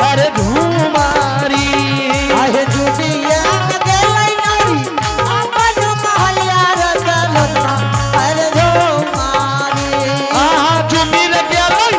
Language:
Angika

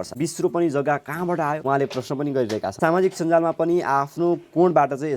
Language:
Nepali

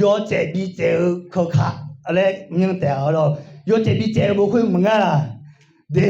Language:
Akha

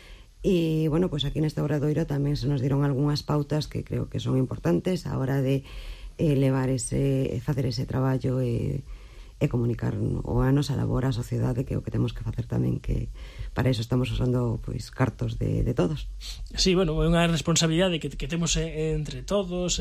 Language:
Galician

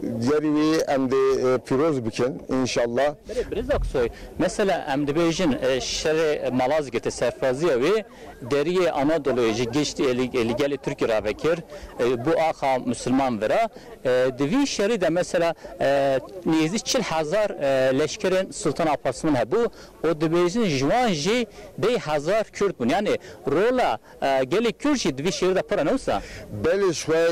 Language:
Kurdish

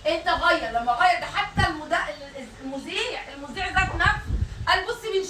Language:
Egyptian Arabic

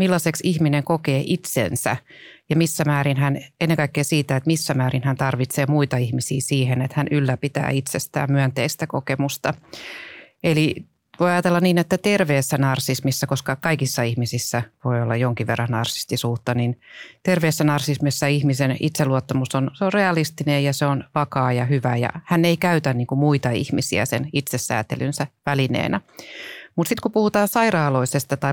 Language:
Finnish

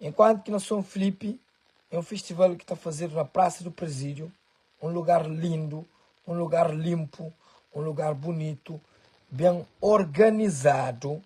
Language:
Kabuverdianu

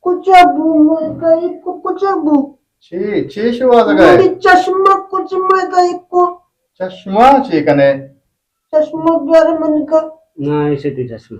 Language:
Eastern Balochi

